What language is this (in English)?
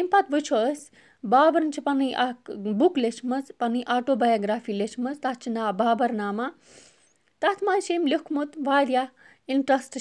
Kashmiri